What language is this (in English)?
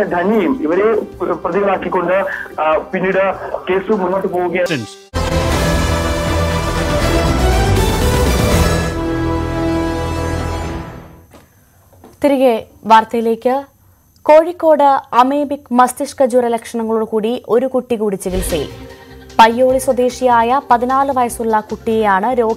Malayalam